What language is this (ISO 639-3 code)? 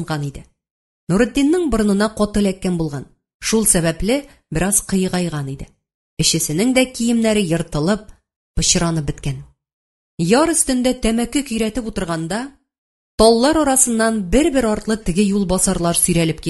tat